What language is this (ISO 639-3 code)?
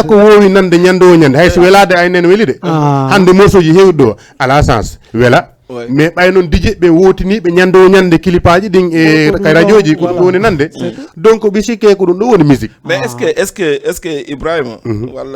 ful